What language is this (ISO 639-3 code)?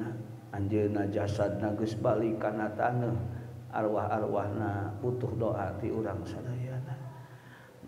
sun